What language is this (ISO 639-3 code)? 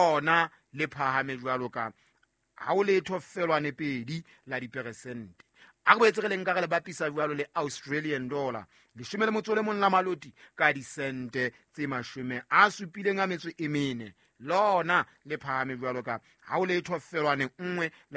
sot